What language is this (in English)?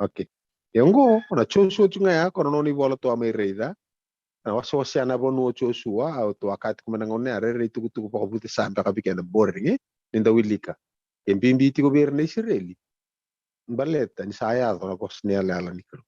Fijian